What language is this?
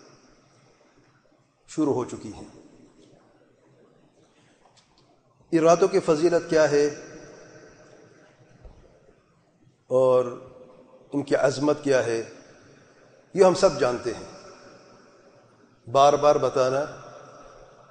Urdu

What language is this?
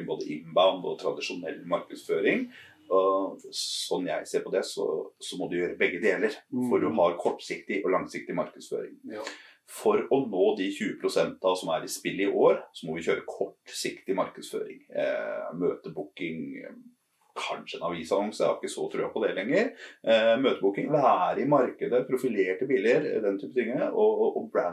Norwegian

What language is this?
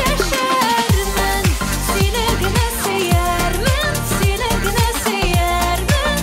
Tatar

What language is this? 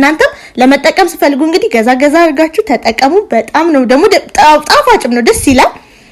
Amharic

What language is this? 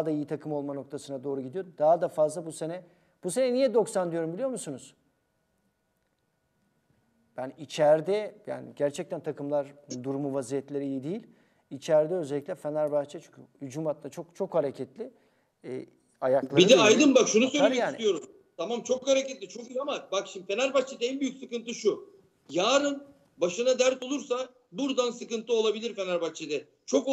Turkish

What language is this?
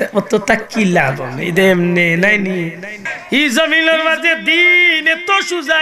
Sylheti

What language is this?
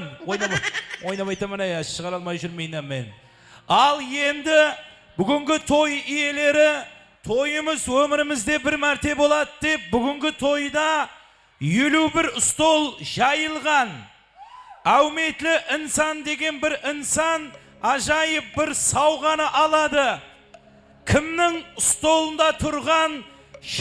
Kara-Kalpak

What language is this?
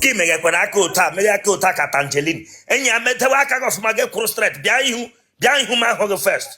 Igbo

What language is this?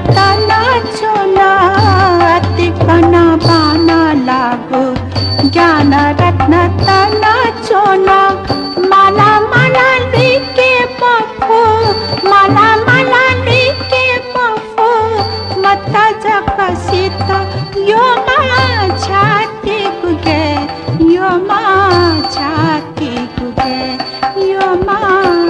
Newari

